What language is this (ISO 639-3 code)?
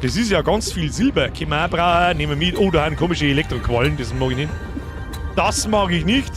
bar